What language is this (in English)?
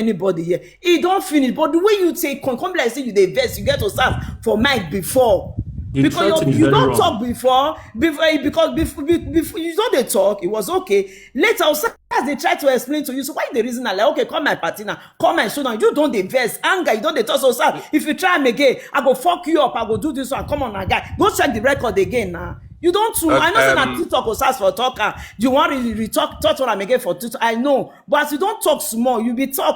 Nigerian Pidgin